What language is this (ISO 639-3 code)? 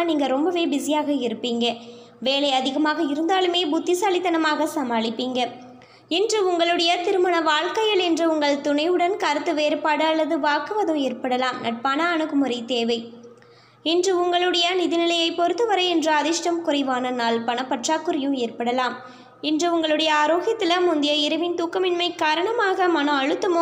tam